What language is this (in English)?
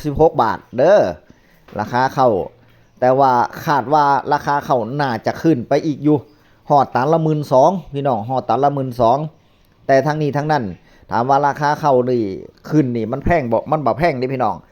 Northeastern Thai